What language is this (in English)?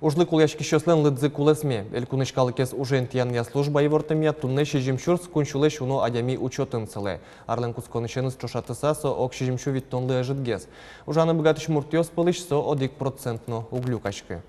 Udmurt